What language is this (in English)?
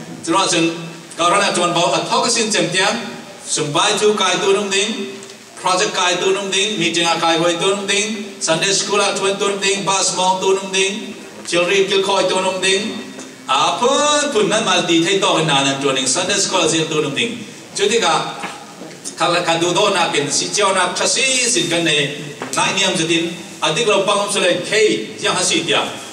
Falam Chin